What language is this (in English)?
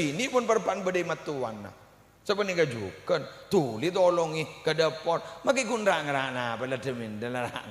Madurese